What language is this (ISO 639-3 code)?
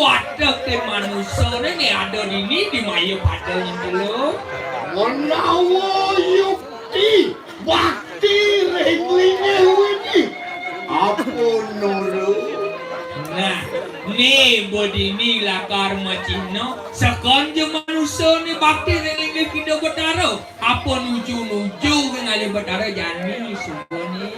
ban